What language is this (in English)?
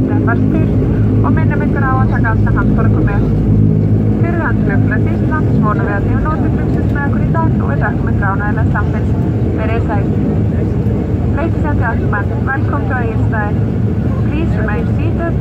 Icelandic